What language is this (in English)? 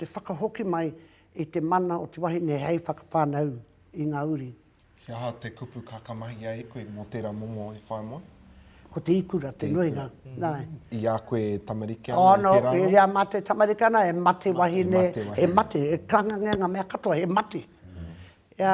Māori